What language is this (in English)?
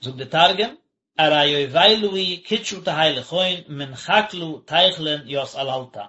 Yiddish